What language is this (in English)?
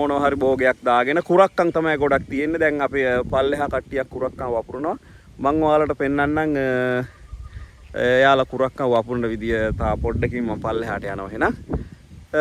Sinhala